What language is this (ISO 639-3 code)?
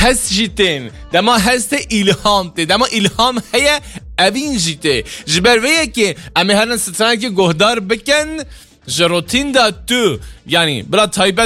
kur